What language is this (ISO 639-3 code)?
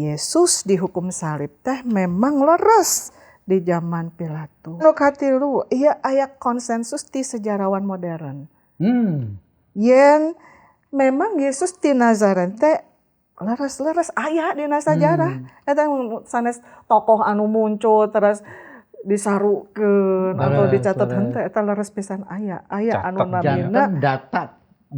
sun